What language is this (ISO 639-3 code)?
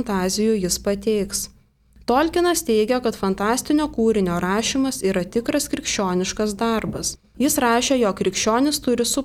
lit